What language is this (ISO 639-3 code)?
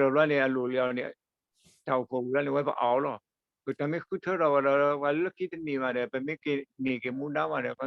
ksw